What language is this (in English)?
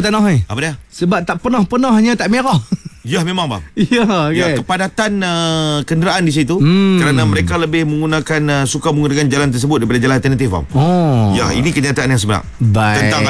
Malay